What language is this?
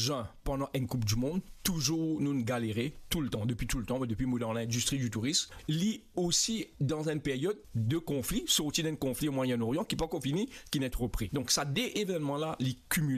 Morisyen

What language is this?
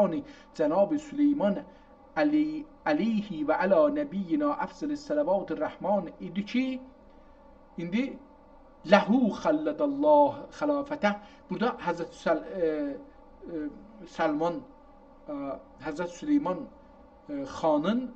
South Azerbaijani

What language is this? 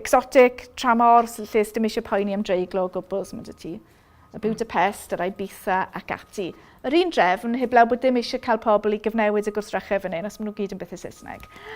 Welsh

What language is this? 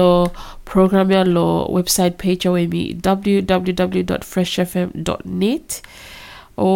Bislama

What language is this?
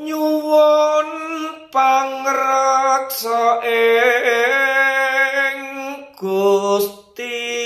Javanese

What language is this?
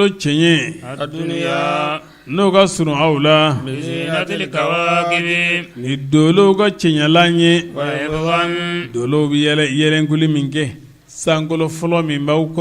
Bambara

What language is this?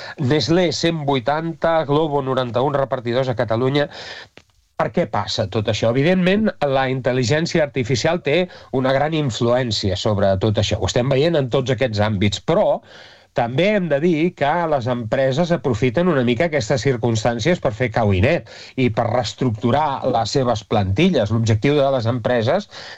Catalan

